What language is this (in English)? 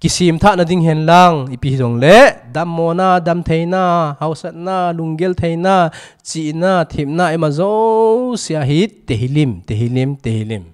Thado Chin